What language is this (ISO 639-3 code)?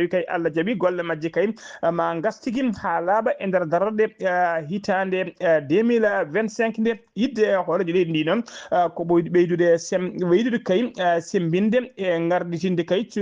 ful